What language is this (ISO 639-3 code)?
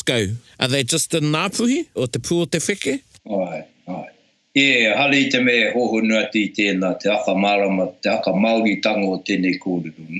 mri